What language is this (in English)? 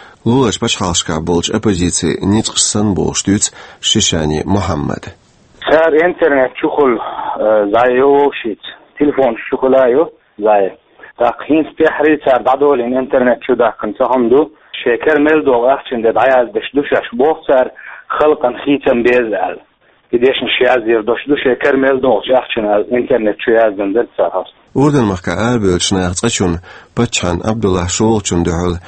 Chechen